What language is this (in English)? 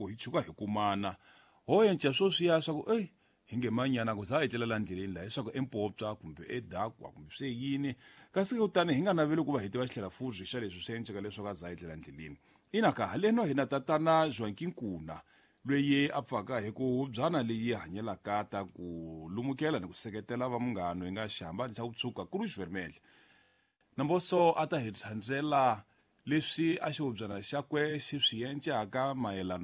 Tsonga